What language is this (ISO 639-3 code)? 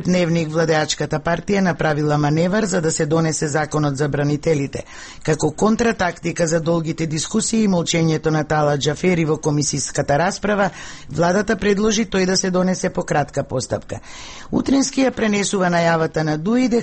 mkd